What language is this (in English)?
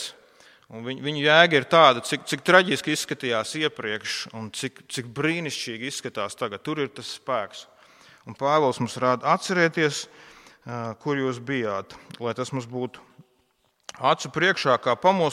Latvian